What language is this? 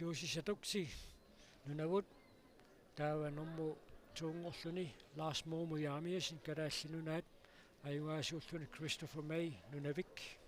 Kalaallisut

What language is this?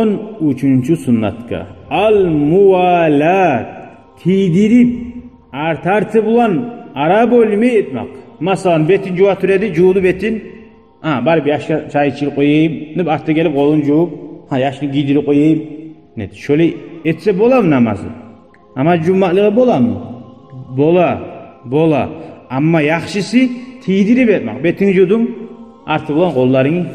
Kumyk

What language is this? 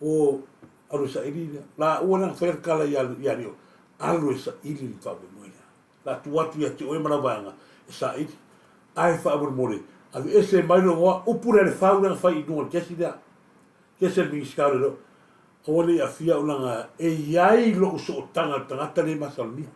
Samoan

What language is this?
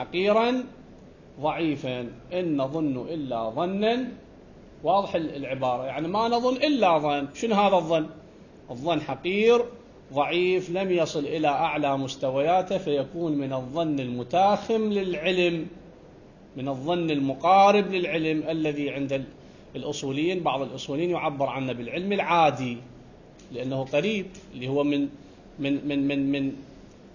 Arabic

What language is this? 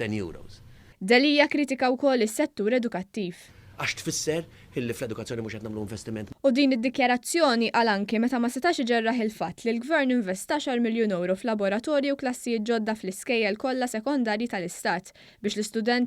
Maltese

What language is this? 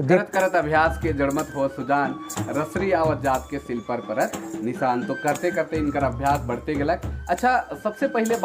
Sadri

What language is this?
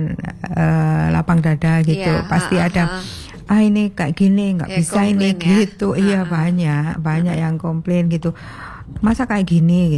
Indonesian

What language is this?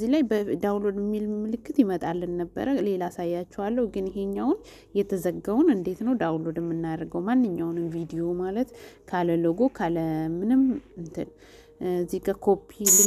Amharic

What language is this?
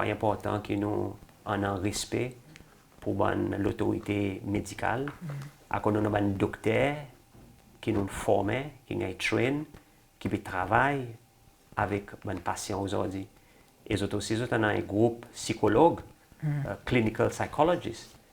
Seselwa Creole French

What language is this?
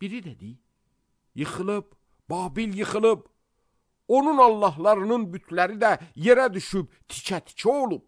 Azerbaijani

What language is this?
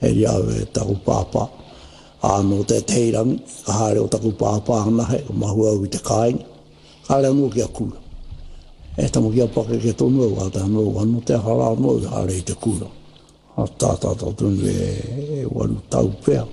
Māori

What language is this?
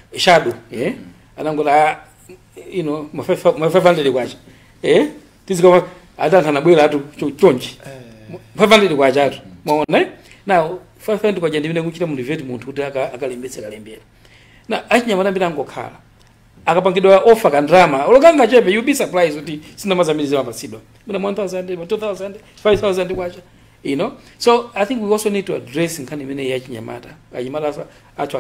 Nyanja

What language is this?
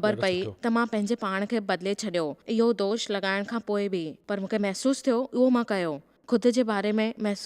Sindhi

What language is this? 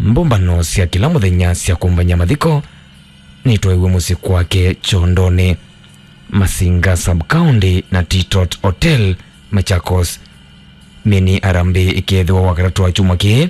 Kamba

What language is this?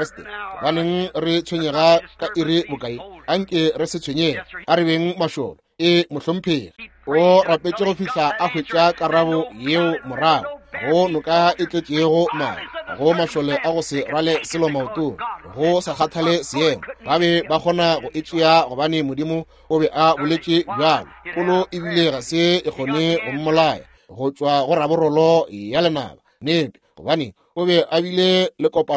Northern Sotho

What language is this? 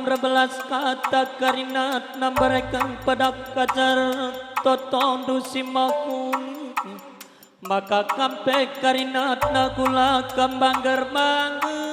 Batak Karo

